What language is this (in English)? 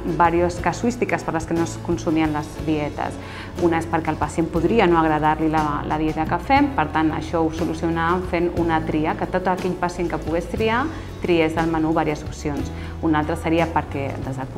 Catalan